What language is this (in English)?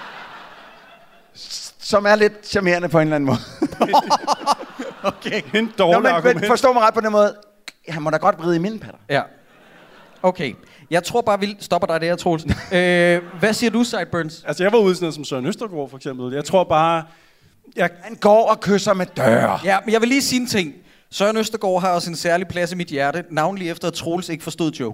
Danish